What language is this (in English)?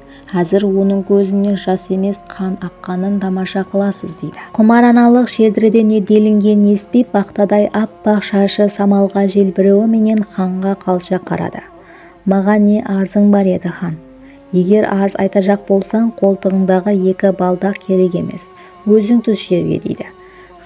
Kara-Kalpak